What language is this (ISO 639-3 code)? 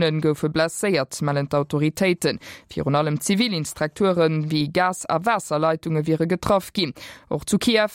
ltz